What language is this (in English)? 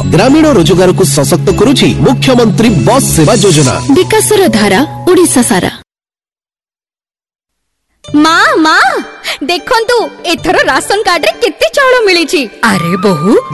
Odia